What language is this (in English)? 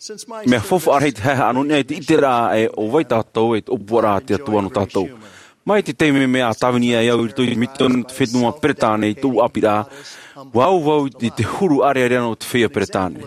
Tahitian